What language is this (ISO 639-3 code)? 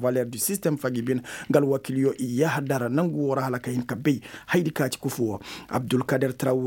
ses